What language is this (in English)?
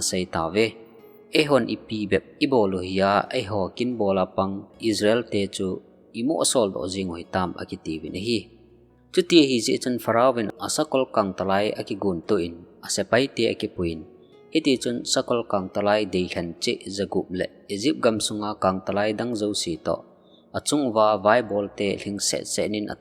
Thado Chin